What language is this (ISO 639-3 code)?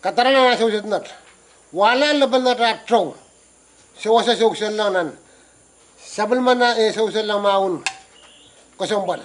pon